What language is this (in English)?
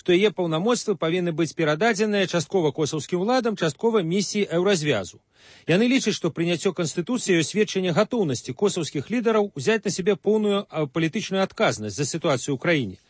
Belarusian